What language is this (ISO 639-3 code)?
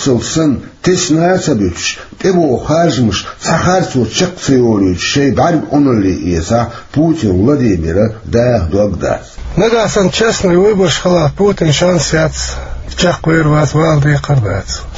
che